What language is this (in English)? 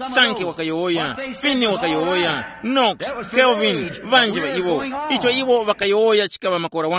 Tumbuka